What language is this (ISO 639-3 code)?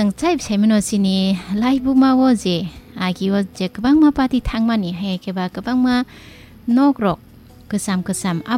trp